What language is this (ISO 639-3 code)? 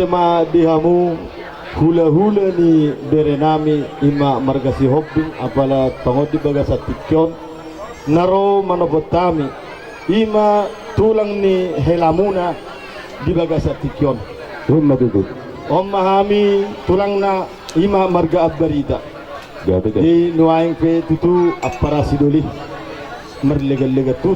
bbc